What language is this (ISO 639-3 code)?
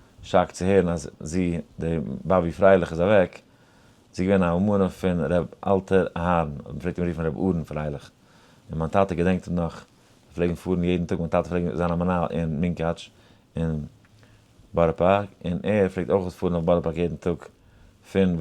yid